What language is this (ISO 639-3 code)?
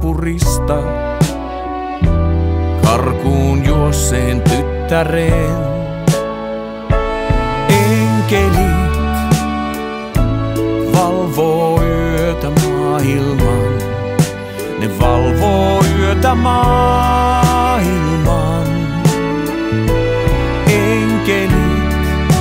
fin